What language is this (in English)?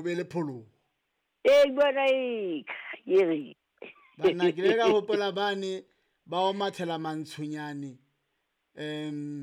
Southern Sotho